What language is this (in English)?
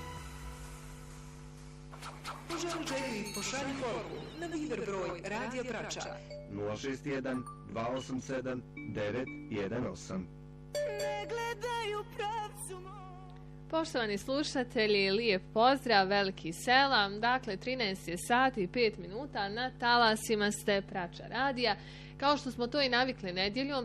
Bosnian